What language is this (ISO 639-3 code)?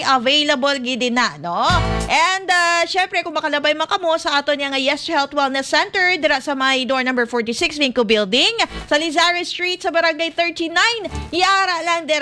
hil